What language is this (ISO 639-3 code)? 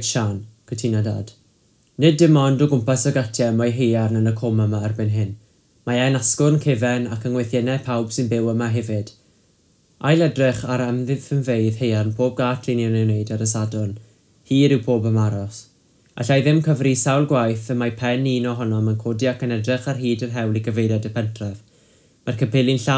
cym